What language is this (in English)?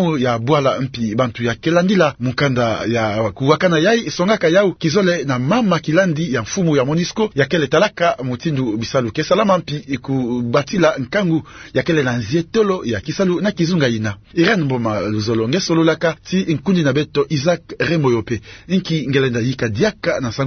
Kituba (Democratic Republic of Congo)